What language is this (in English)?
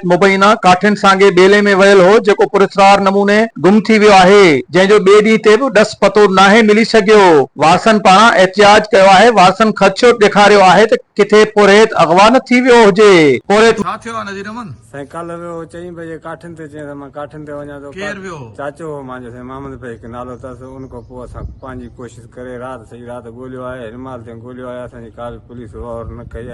Sindhi